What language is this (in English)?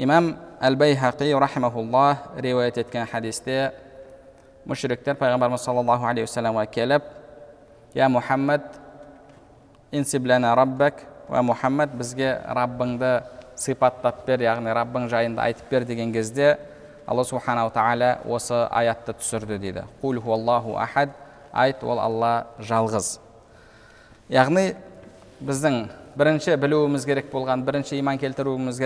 Kazakh